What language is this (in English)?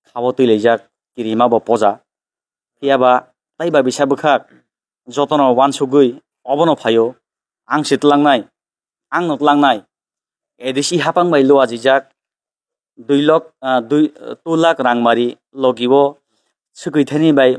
Kok Borok